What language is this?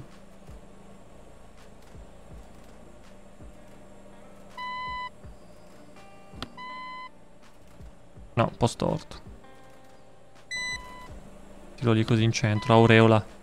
Italian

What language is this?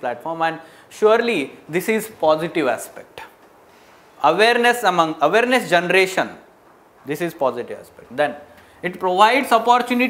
English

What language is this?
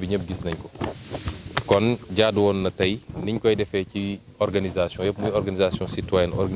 Wolof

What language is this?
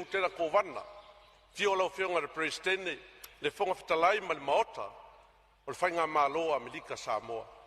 Samoan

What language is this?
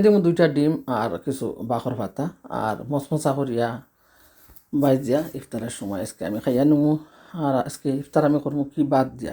Sylheti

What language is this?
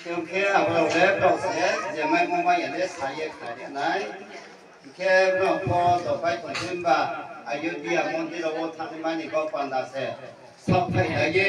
Riang (India)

